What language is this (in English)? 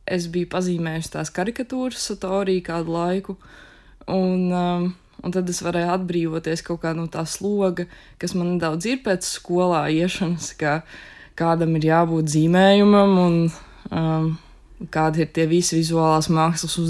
Latvian